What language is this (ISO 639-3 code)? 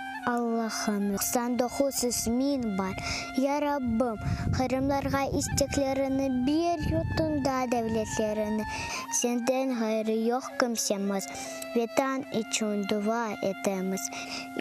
crh